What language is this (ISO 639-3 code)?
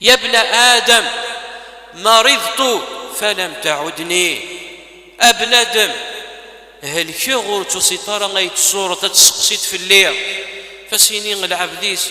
kab